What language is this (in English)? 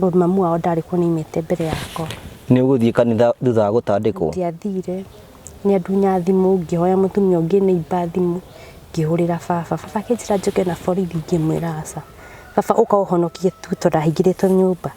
Kikuyu